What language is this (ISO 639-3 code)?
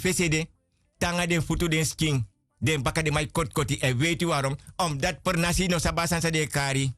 srn